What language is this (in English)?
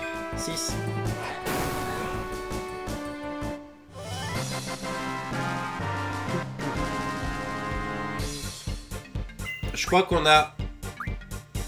French